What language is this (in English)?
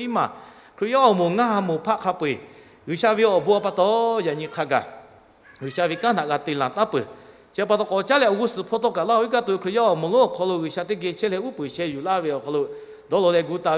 Lahu